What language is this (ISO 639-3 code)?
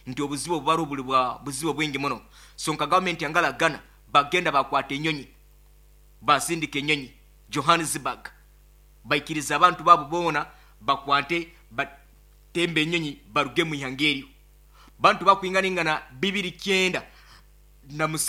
nyo